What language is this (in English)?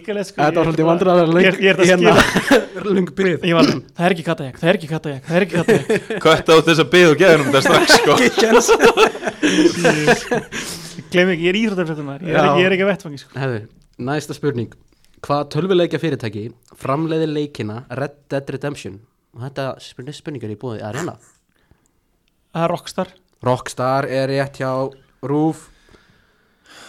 Icelandic